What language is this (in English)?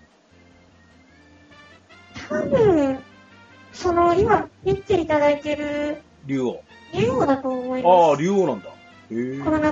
Japanese